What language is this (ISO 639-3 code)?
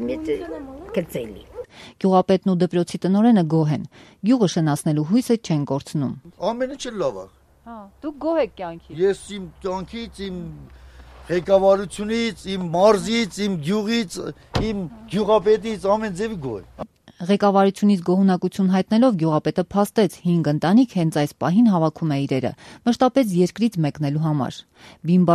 hye